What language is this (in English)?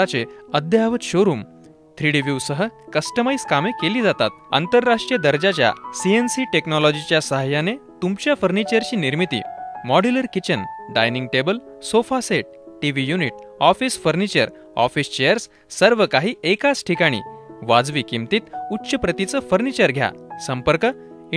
Marathi